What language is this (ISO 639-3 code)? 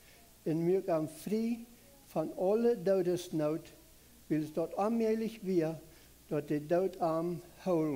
pdt